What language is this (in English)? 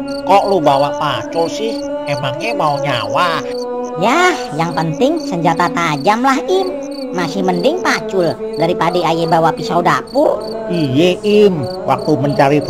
Betawi